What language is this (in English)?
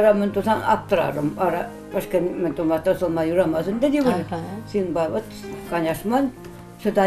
Chuvash